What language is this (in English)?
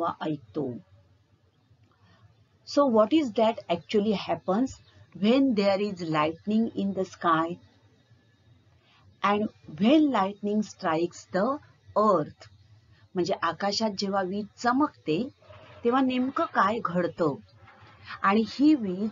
Marathi